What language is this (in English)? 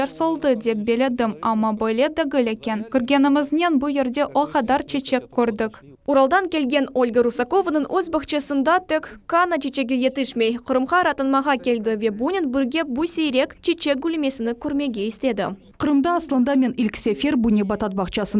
Crimean Tatar